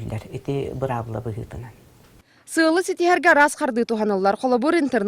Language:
Yakut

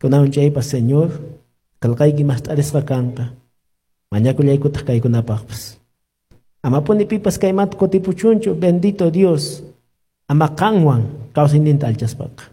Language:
Quechua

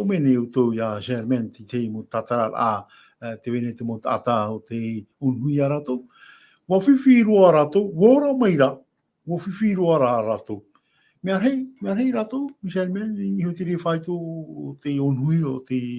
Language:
Tahitian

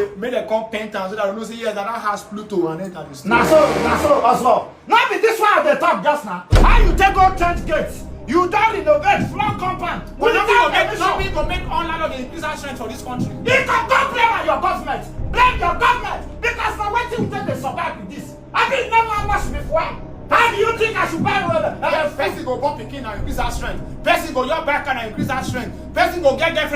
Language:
Nigerian Pidgin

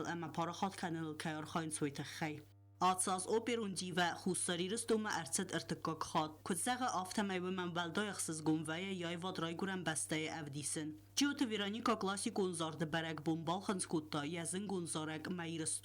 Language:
Ossetic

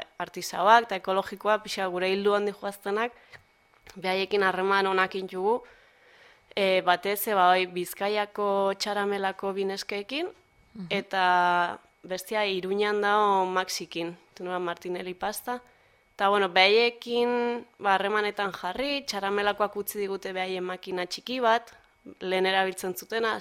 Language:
Basque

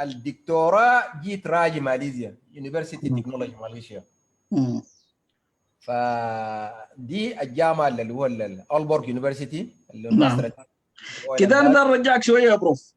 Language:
Sudanese Arabic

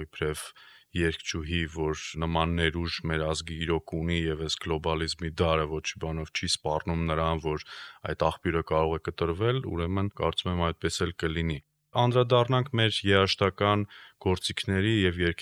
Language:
Armenian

